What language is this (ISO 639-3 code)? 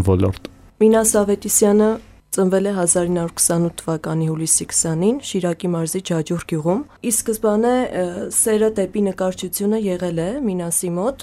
hye